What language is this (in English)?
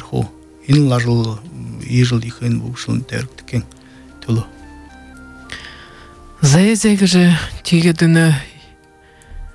Buriat